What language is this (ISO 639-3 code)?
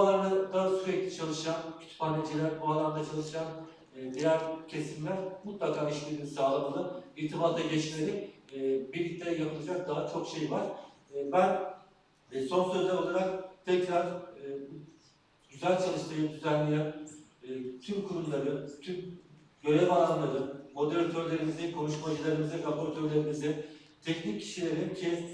tur